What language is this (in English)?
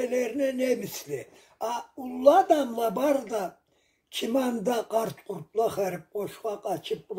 Karachay-Balkar